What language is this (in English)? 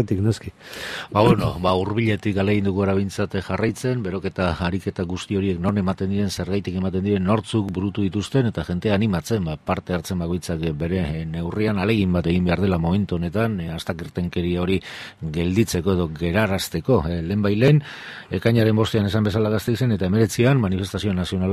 Basque